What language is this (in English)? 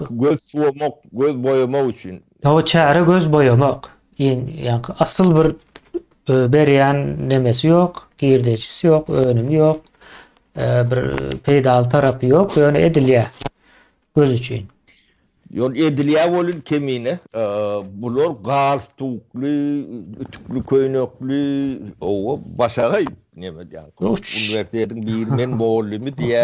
Turkmen